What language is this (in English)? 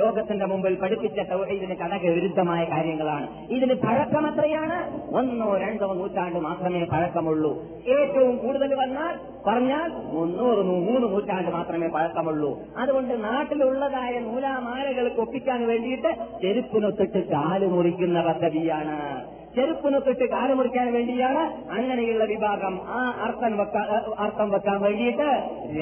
Malayalam